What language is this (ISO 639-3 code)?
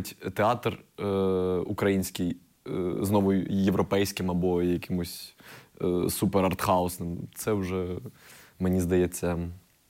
ukr